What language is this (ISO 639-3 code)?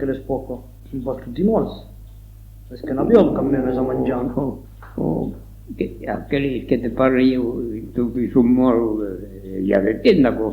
oci